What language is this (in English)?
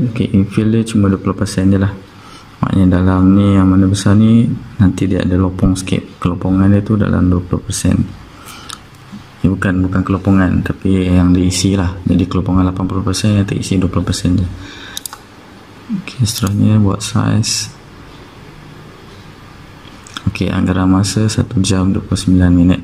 Malay